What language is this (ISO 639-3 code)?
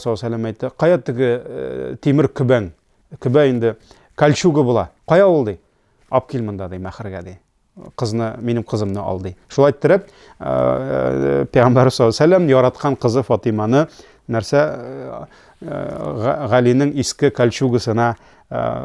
tat